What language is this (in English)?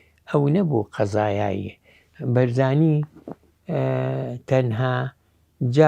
Central Kurdish